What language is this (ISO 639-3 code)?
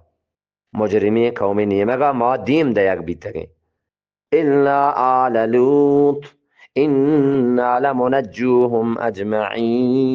bgp